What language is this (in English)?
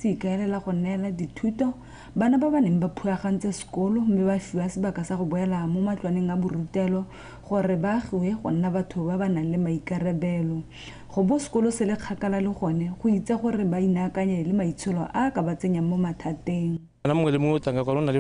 Tswana